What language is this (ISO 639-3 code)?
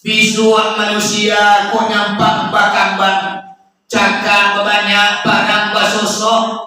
min